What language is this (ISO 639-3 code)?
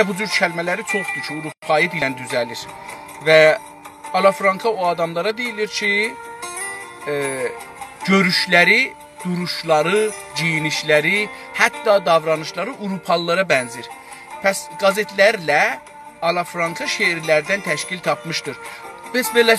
azb